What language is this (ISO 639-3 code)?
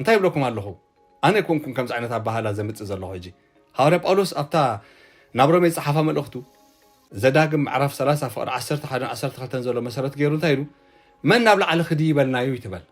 tir